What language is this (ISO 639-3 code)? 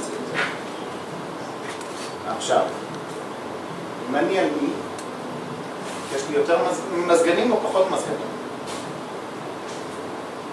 heb